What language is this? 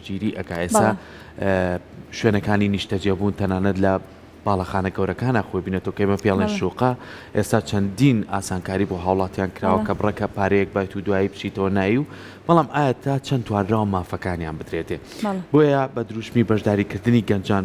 Central Kurdish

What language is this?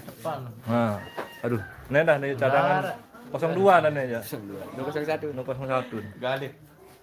Sasak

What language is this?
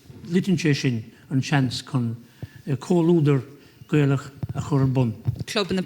Irish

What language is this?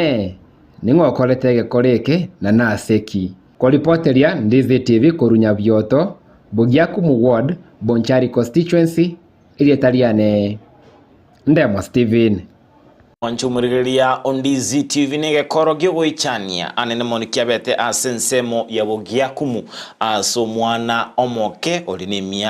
Gusii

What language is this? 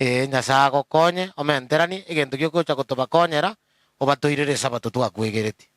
Gusii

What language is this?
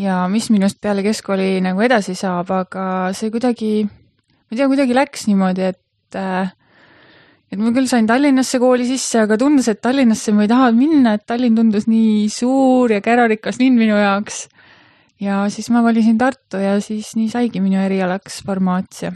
Estonian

